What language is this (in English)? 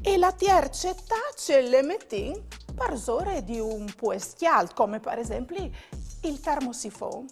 Friulian